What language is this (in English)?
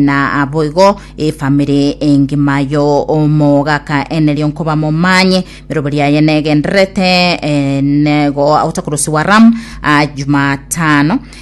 Gusii